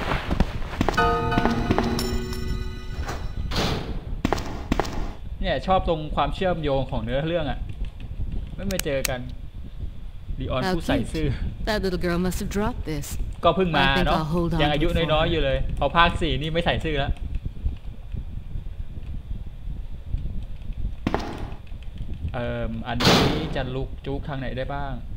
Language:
Thai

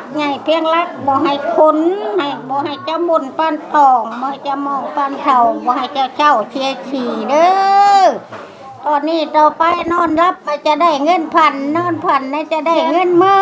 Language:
Northeastern Thai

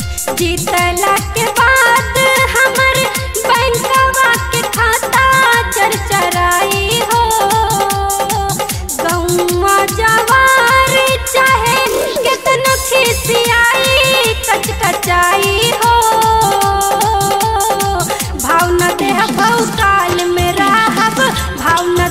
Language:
Bhojpuri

